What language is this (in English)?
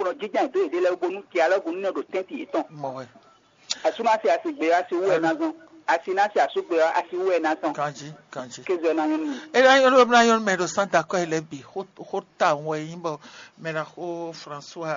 Fon